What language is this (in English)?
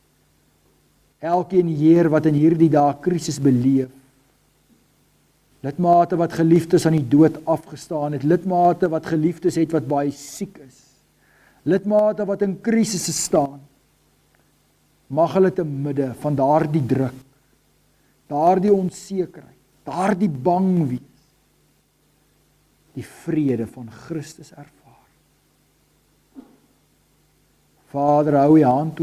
Afrikaans